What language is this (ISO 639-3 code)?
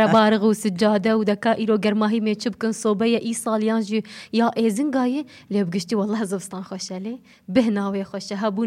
kur